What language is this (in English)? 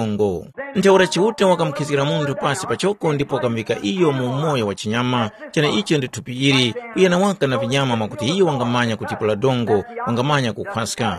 Tumbuka